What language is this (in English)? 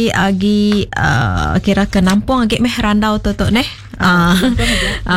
Iban